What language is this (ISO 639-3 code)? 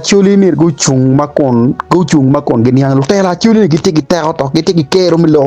ach